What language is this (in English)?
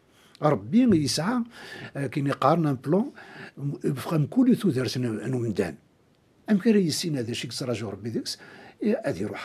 Kabyle